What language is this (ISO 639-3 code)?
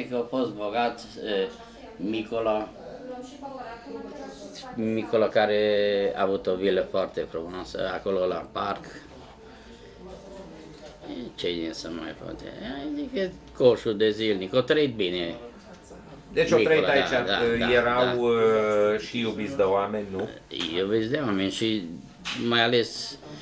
ron